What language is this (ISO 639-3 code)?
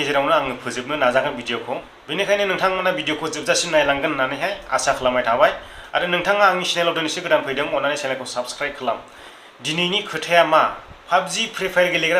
brx